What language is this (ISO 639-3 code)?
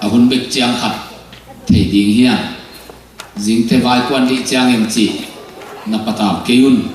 ctd